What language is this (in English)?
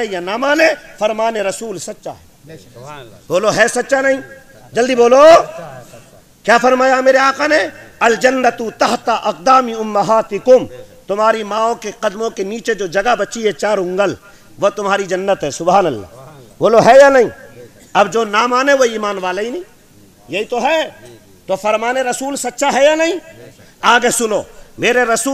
Urdu